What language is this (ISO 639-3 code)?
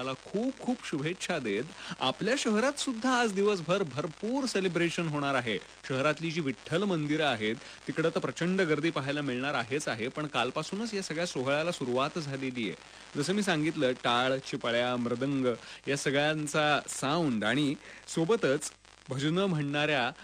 mar